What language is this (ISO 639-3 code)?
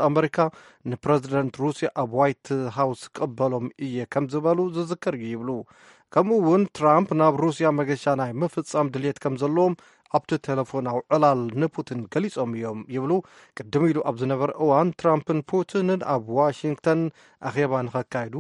tir